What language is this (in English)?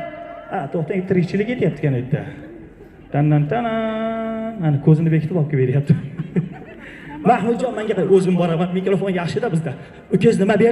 Uzbek